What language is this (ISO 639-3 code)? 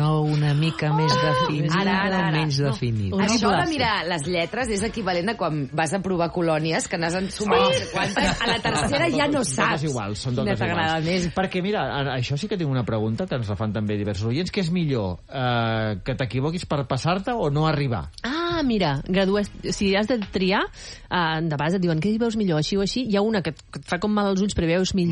cat